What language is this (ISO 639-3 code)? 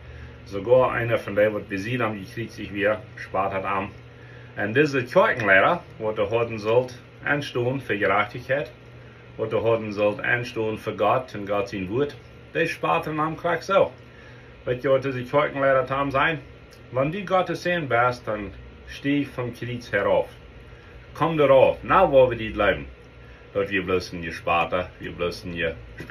pdt